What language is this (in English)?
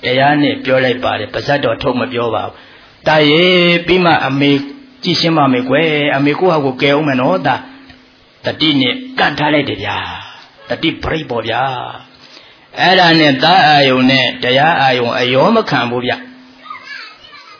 Burmese